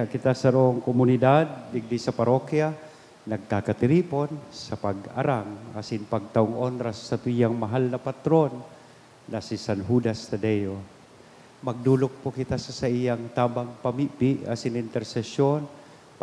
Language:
Bikol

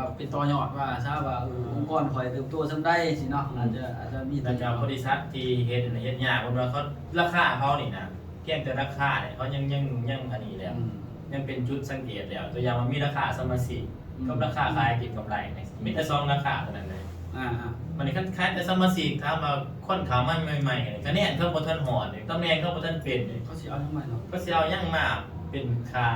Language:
Lao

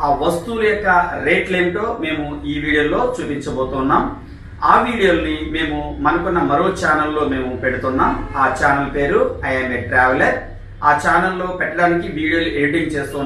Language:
Telugu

